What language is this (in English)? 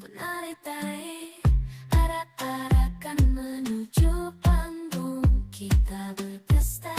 Banjar